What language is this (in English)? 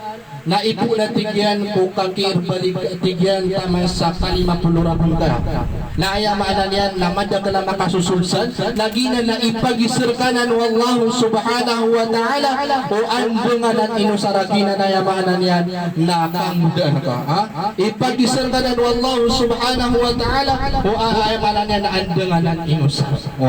Maranao